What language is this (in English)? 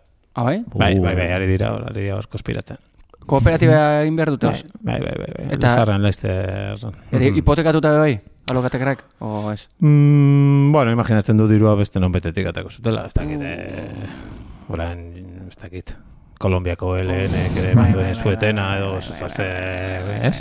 Basque